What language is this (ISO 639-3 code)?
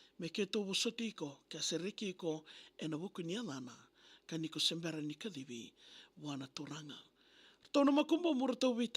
fij